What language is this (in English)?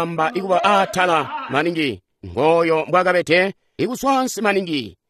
Tonga (Zambia)